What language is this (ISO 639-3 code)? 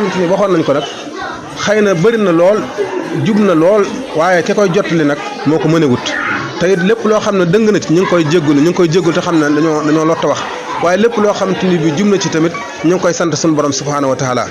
wol